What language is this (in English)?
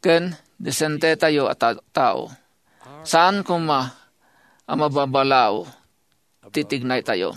Iloko